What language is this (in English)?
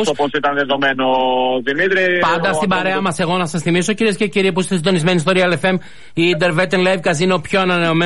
Greek